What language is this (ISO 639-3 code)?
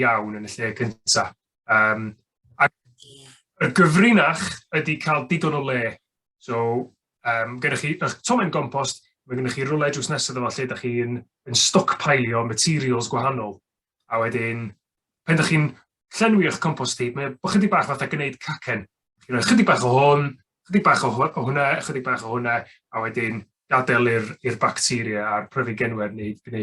cym